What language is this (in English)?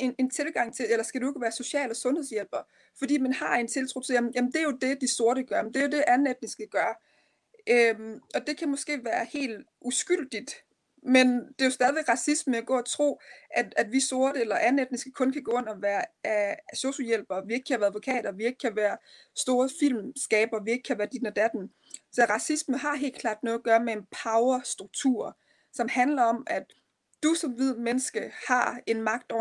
Danish